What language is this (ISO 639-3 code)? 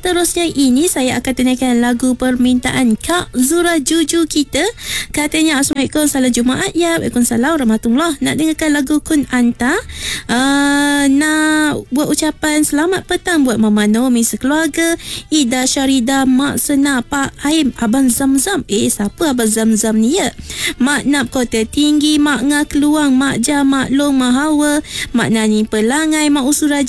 msa